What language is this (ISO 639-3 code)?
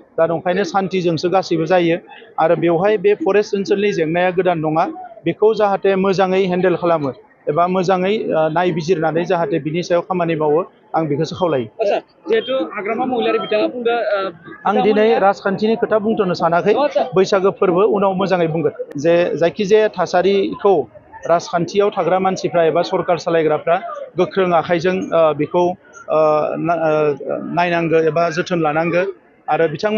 brx